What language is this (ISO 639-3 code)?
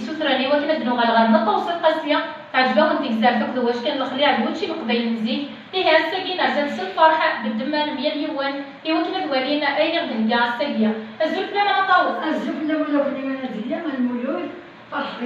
kab